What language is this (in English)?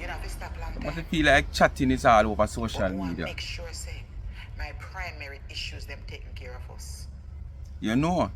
Jamaican Creole English